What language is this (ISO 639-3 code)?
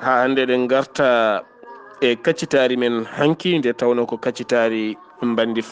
ful